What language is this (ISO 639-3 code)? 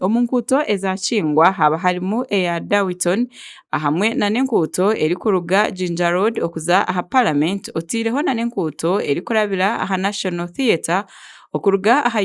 nyn